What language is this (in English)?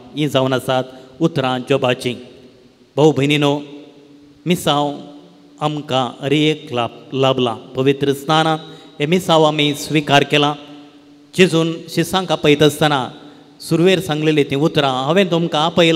Konkani